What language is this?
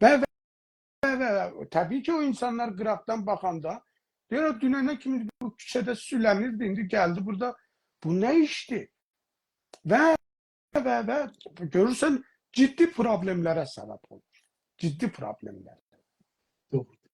South Azerbaijani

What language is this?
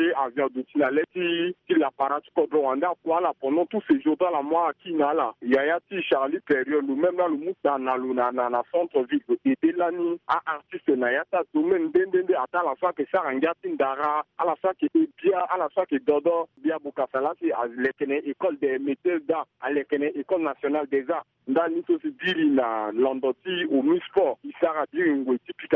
Sango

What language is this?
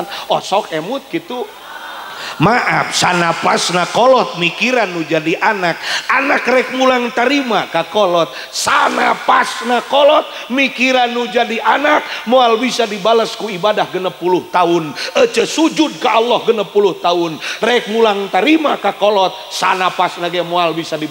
Sundanese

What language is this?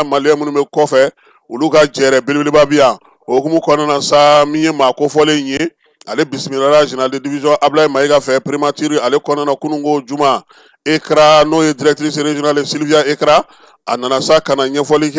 Bambara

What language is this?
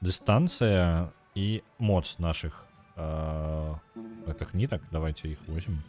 Belarusian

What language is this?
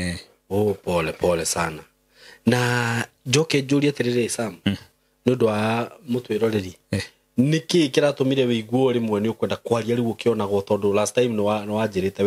Kikuyu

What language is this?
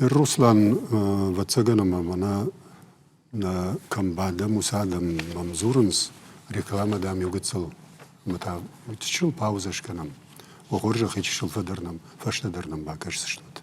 Ossetic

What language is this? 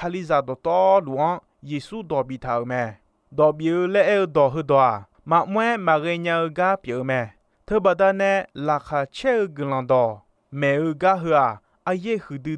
Akha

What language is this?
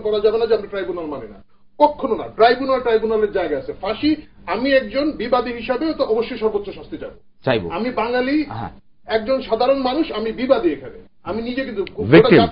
Bangla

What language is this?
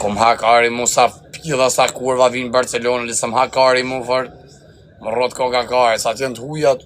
Albanian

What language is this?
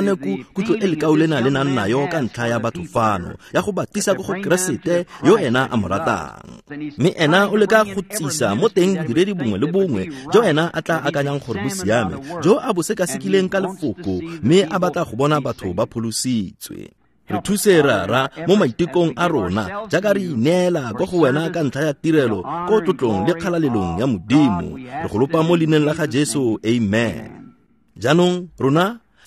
Tswana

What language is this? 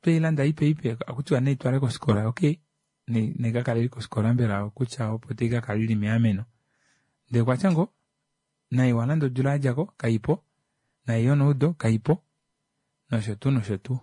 Kuanyama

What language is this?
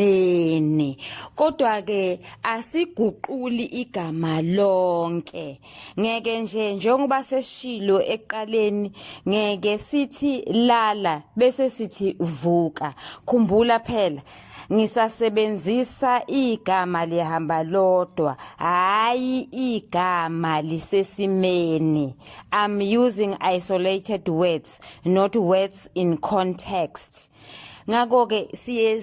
Zulu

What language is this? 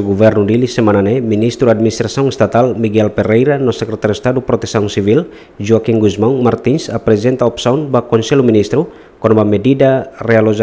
Tetum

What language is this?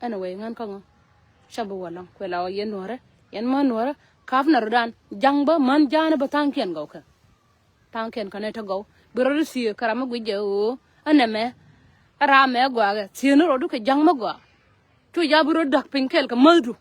Nuer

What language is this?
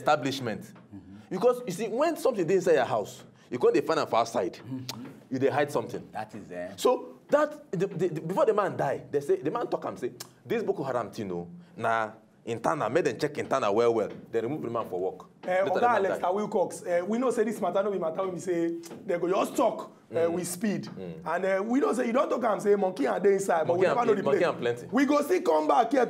Nigerian Pidgin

